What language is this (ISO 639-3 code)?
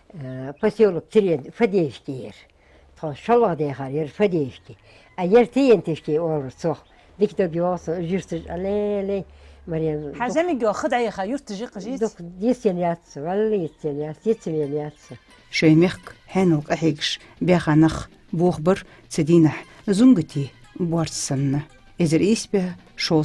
inh